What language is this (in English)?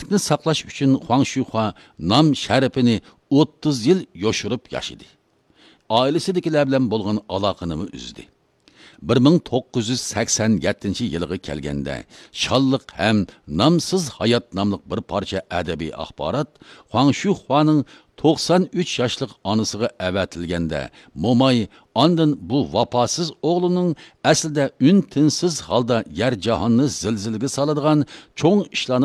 Uyghur